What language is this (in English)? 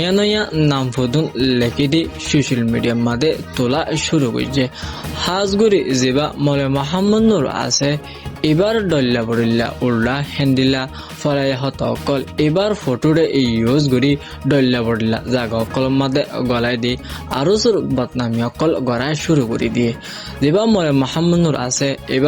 Rohingya